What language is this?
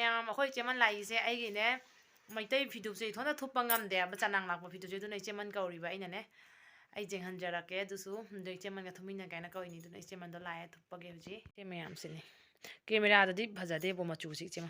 Manipuri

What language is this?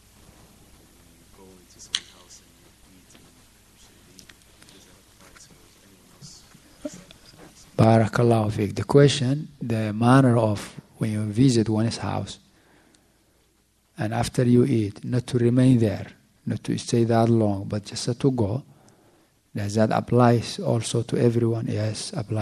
English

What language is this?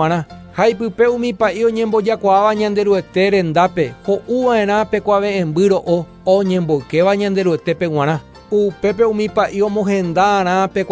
Guarani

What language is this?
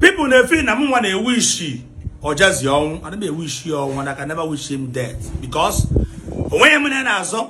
Igbo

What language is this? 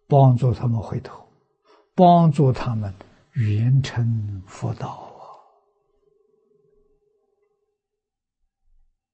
Chinese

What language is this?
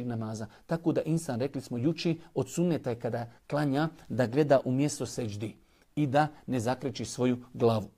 Bosnian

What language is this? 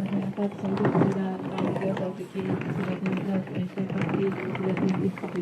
Kekchí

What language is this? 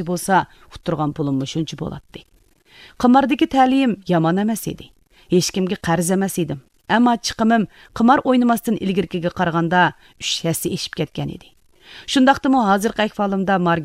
Uyghur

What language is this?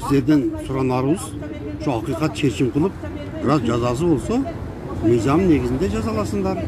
Kyrgyz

